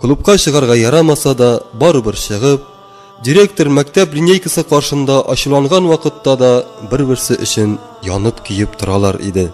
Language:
Tatar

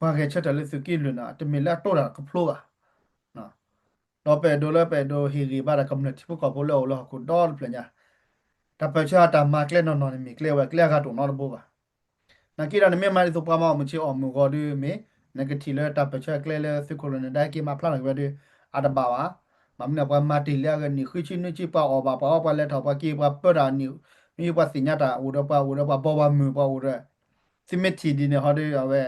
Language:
S'gaw Karen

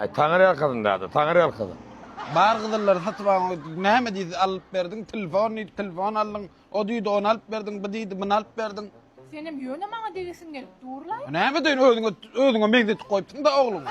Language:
Turkmen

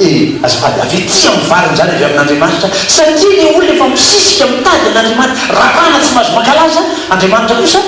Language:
Malagasy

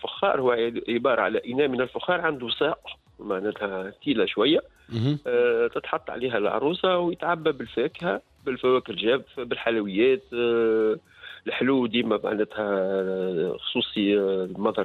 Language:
Tunisian Arabic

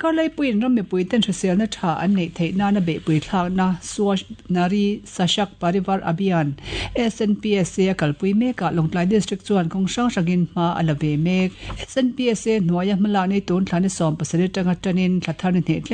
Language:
Mizo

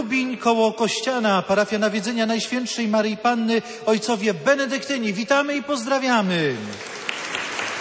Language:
Polish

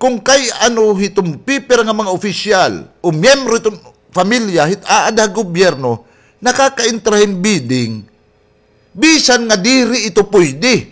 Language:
Waray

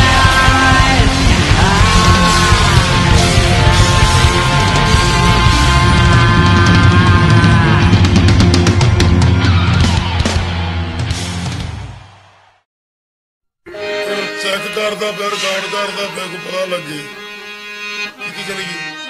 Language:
Greek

